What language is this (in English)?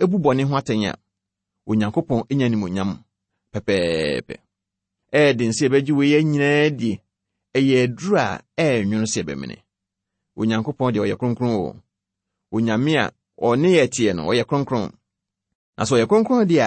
Akan